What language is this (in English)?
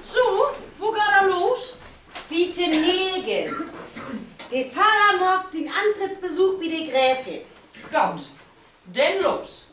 Low German